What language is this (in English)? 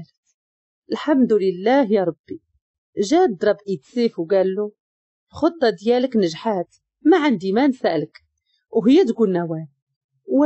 Moroccan Arabic